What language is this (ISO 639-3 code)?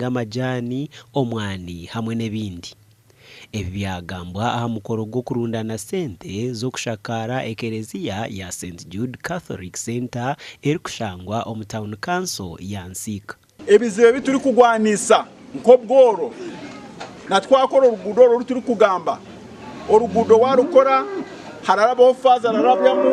nyn